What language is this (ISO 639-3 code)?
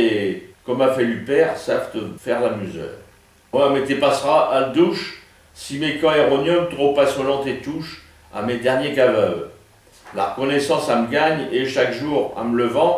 pcd